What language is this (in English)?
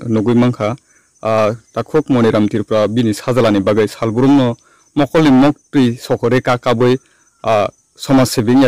Riang (India)